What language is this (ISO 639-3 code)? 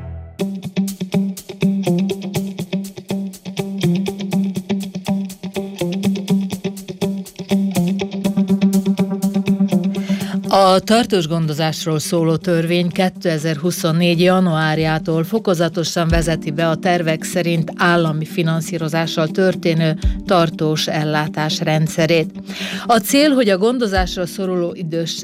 hun